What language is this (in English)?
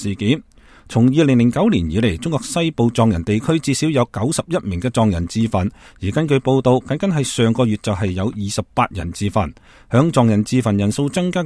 Cantonese